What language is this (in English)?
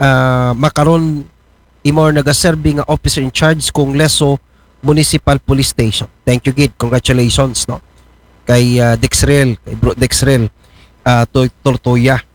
Aklanon